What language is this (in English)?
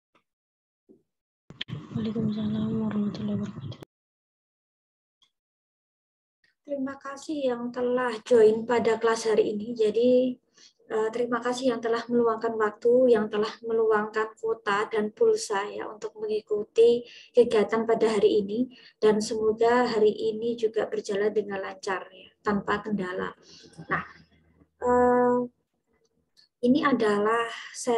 Indonesian